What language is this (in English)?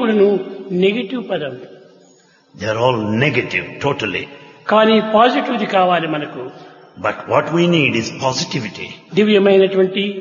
Telugu